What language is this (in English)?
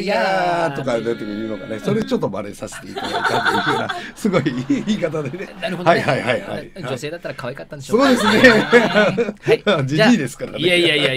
Japanese